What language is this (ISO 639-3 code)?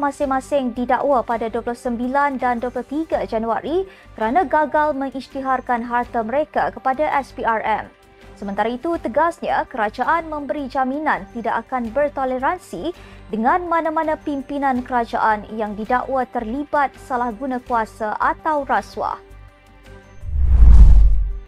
msa